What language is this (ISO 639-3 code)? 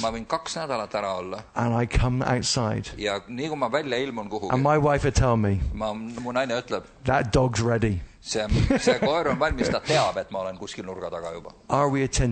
est